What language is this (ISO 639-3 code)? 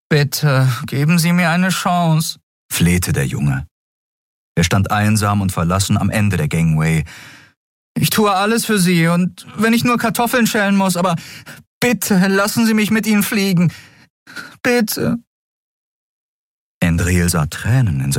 deu